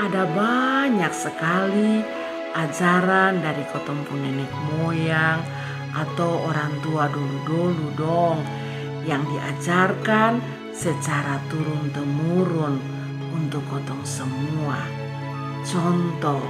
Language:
Kupang Malay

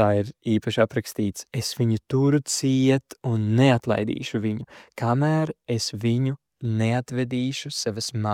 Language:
Latvian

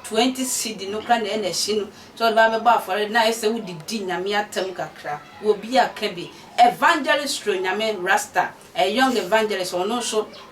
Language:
Akan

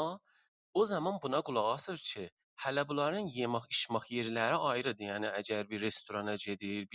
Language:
South Azerbaijani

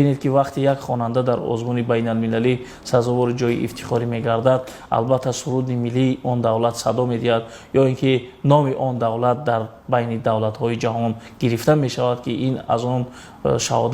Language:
Tajik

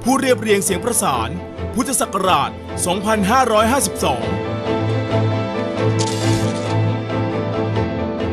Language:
Thai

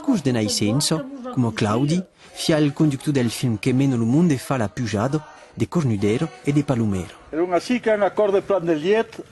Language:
Occitan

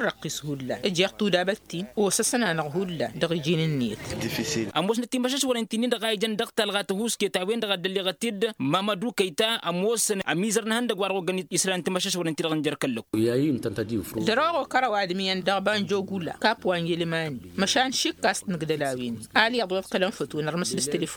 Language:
Tamasheq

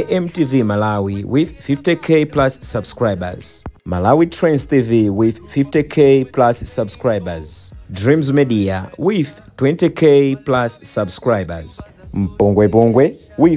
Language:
Nyanja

